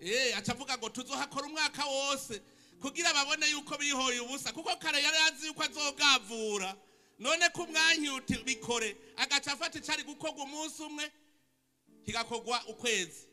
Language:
Rundi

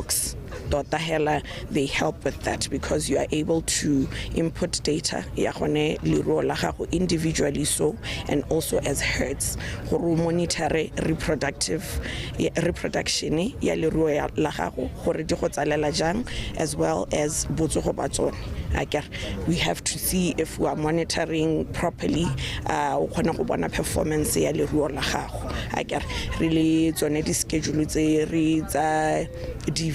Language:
Tswana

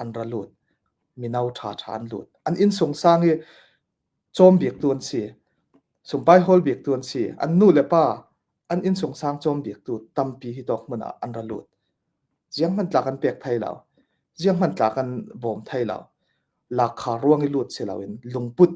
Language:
Falam Chin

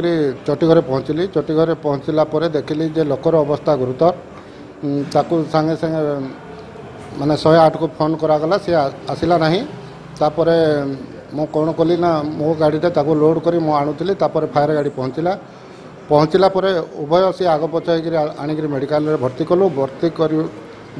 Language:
Odia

